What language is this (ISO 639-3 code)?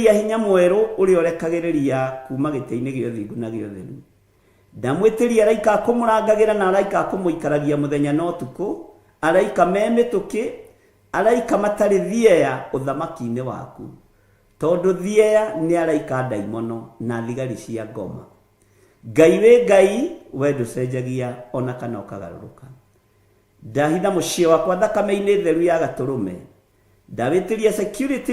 kik